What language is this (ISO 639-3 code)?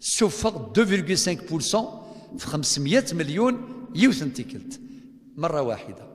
kab